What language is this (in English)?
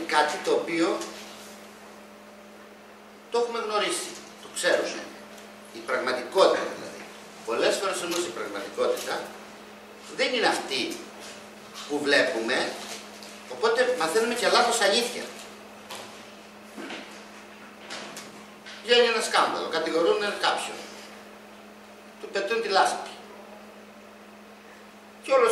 Greek